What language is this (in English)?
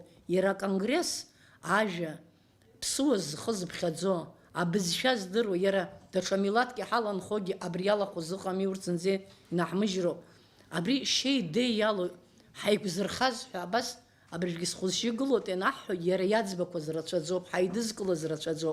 Abkhazian